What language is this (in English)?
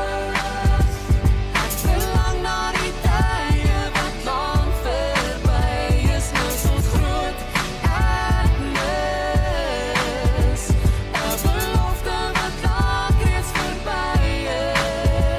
Afrikaans